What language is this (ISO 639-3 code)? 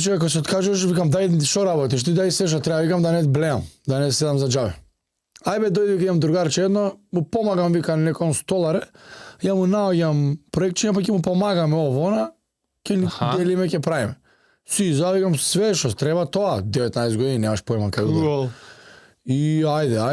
mkd